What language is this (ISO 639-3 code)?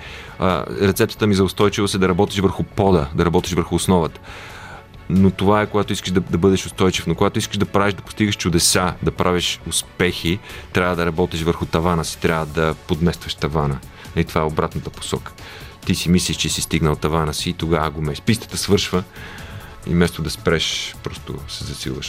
bul